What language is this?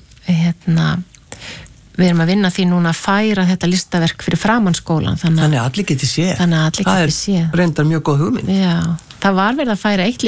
Icelandic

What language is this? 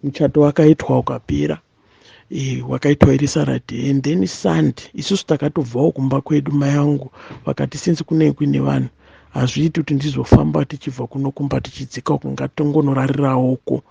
Shona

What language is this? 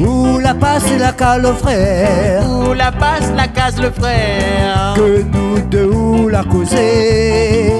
Réunion Creole French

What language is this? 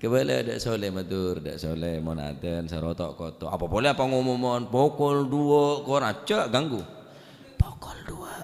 Madurese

